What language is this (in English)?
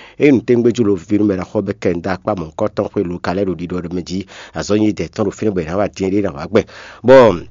Fon